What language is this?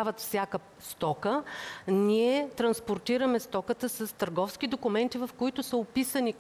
Bulgarian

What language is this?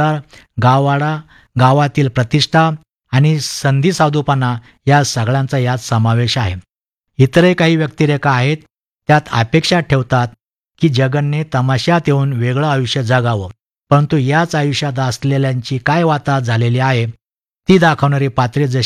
Marathi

